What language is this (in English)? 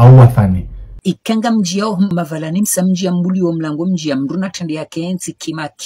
Ngazidja Comorian